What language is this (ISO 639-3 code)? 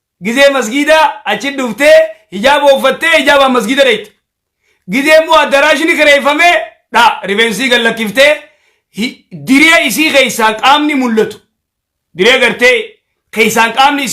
orm